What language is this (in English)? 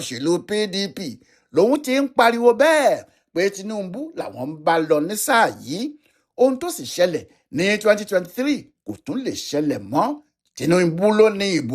Yoruba